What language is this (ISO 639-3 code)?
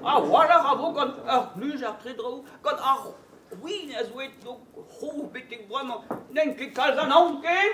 bre